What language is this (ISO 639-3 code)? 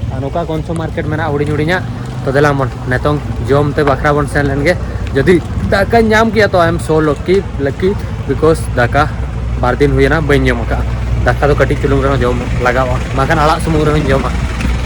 sat